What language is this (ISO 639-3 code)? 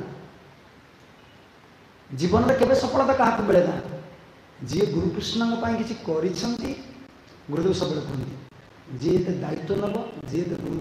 ori